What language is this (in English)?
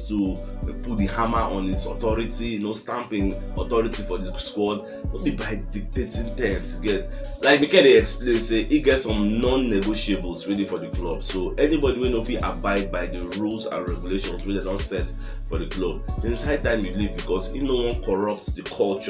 Nigerian Pidgin